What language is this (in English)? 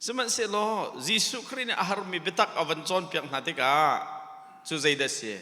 Hakha Chin